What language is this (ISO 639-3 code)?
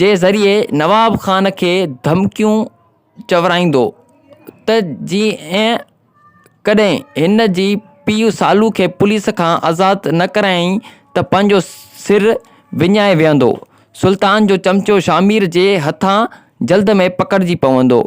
snd